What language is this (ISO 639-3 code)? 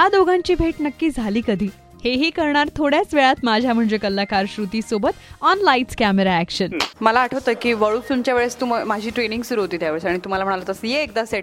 mar